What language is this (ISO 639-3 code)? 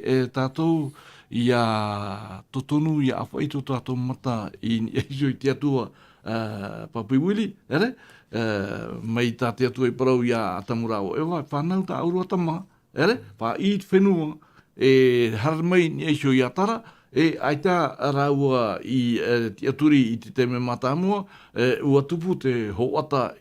tah